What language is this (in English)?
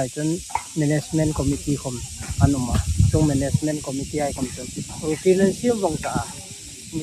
Hmar